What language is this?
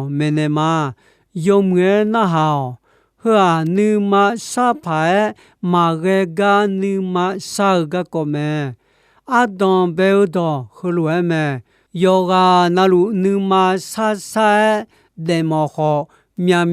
Akha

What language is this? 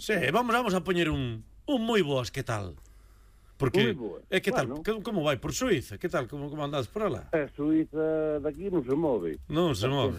Galician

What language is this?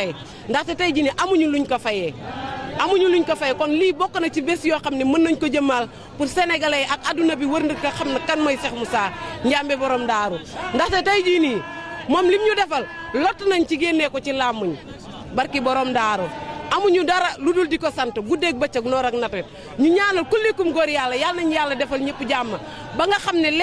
Wolof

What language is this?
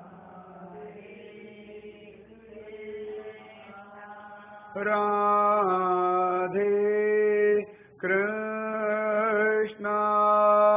Tamil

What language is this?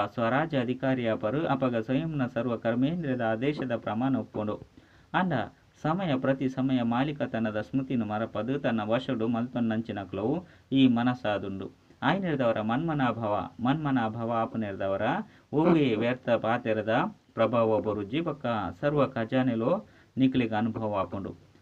Tulu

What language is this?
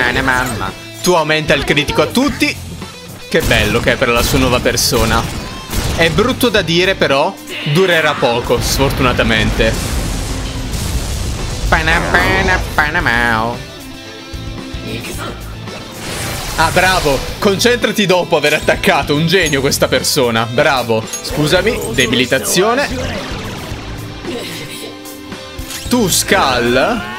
Italian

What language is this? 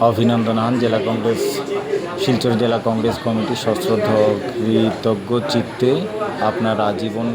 Bishnupriya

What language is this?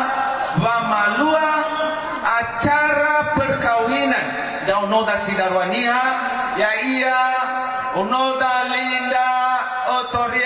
Nias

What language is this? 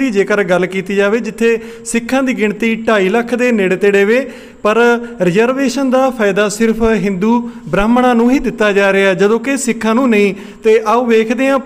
Punjabi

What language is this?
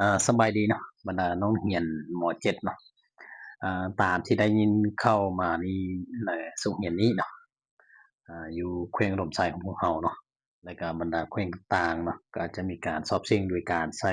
Lao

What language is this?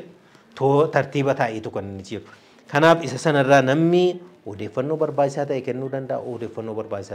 Oromo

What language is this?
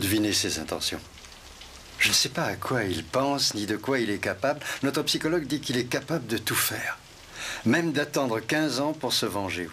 French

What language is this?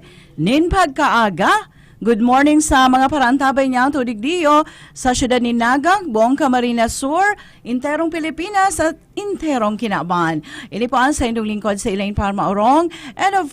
Bikol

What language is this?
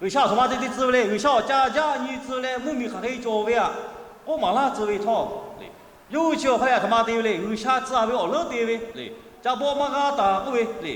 Lahu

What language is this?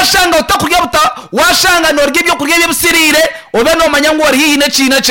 Nyankole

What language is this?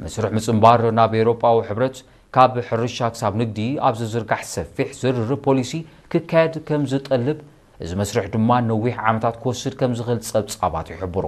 Tigrinya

